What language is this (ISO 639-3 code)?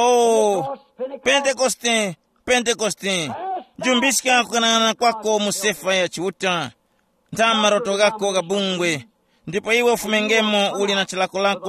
tum